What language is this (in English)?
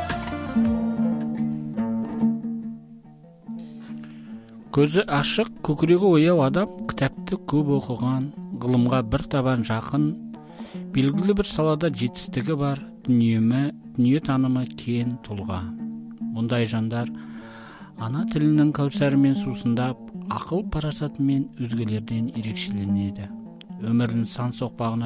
Kazakh